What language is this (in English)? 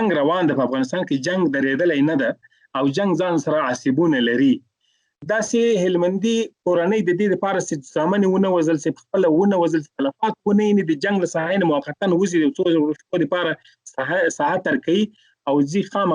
Pashto